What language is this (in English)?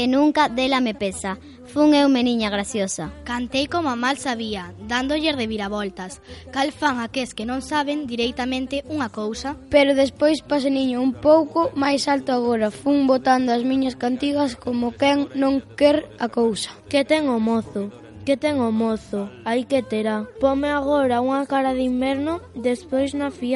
Galician